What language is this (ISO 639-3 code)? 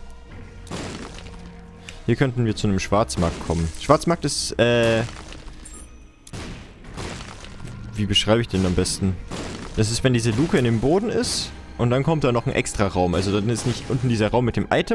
deu